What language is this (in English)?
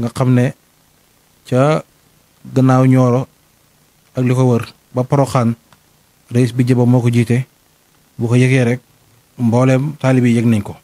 Wolof